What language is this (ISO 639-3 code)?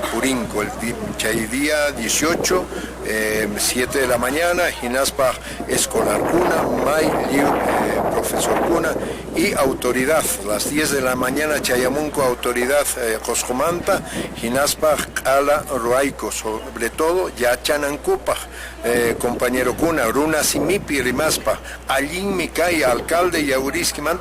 que